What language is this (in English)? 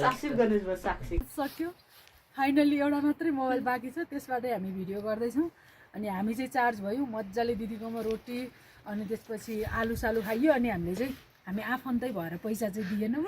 Nepali